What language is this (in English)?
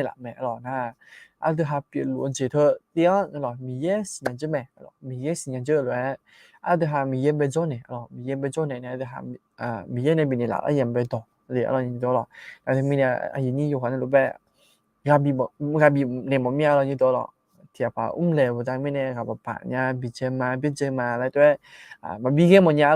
Akha